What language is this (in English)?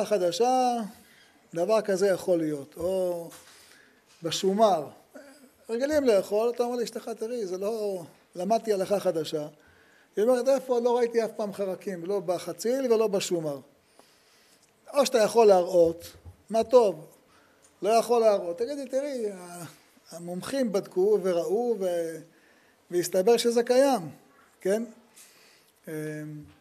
Hebrew